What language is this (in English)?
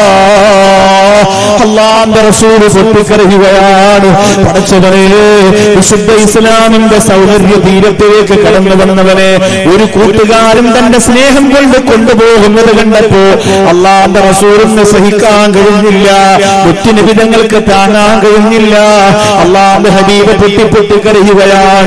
Malayalam